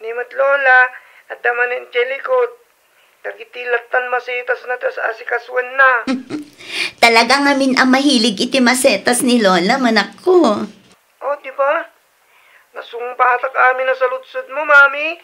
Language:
Iloko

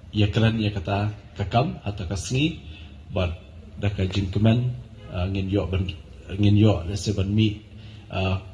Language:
Khasi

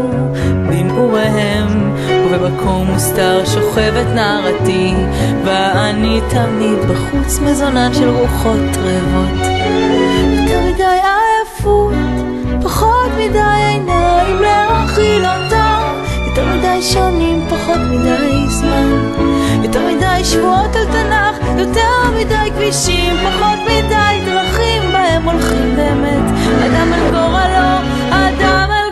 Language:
Hebrew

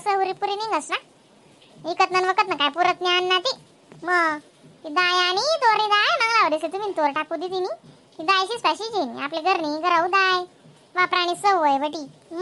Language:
Khandesi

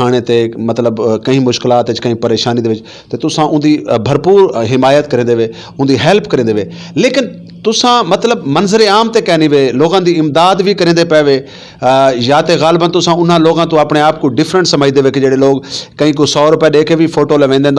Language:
Saraiki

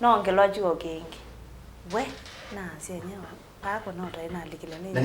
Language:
Kamba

